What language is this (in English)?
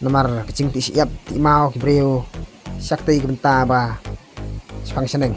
Khasi